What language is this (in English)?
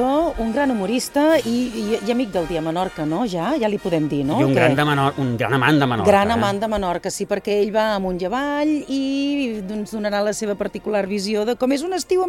Catalan